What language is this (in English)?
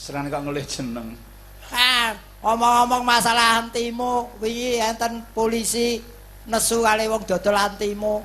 Javanese